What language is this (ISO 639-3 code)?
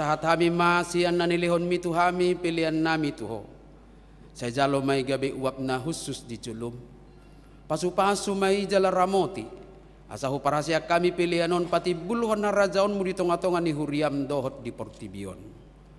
bbc